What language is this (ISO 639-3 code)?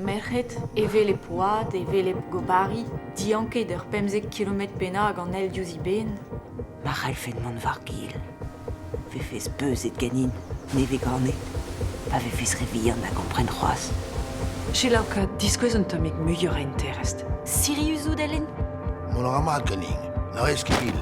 bre